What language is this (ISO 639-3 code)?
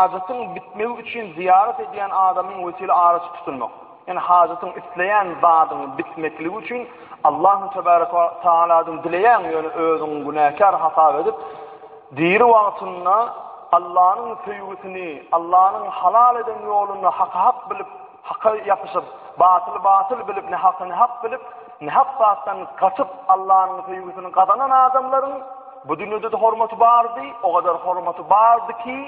tuk